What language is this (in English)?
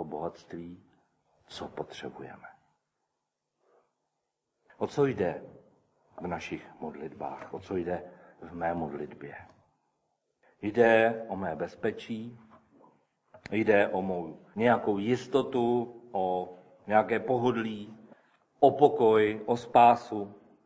Czech